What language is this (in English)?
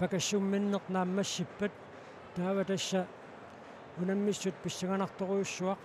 Kalaallisut